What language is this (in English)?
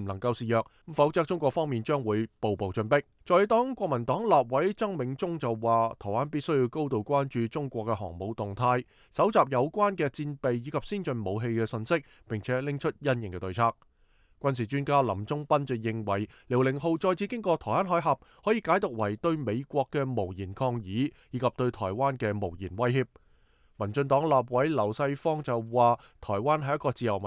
Cantonese